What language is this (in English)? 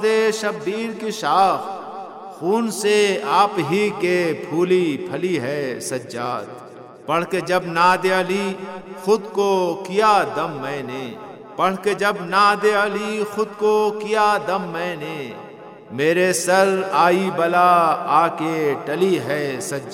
Urdu